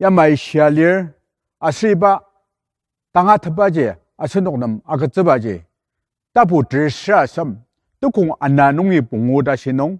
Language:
Ao Naga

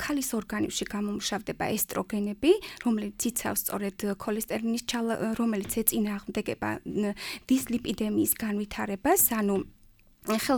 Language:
Georgian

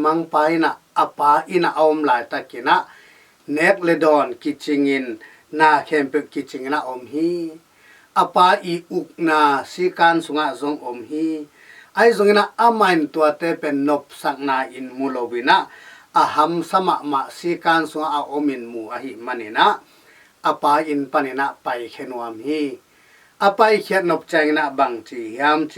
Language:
Tedim Chin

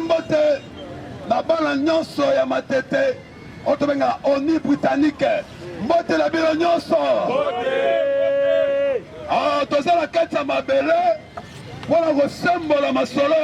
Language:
Lingala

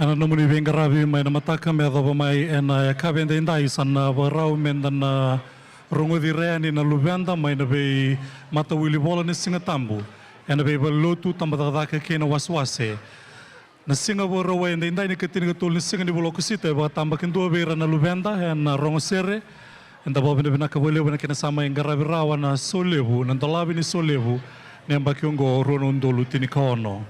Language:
Fijian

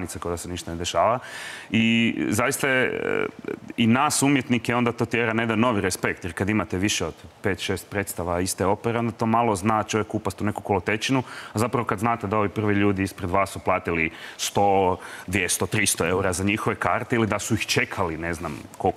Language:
Croatian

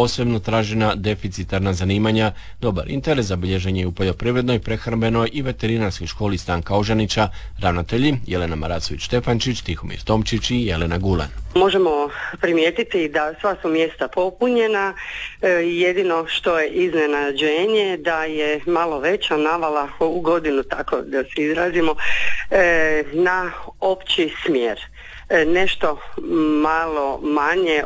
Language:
Croatian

